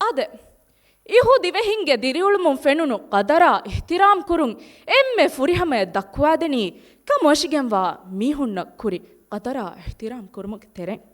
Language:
Divehi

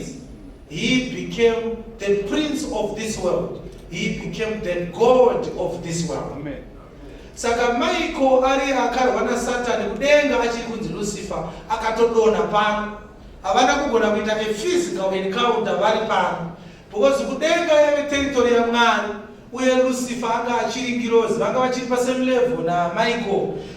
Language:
Shona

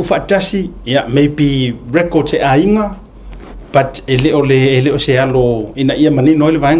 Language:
Samoan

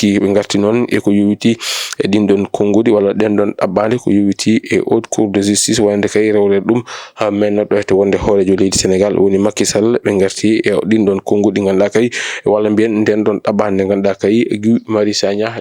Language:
Fula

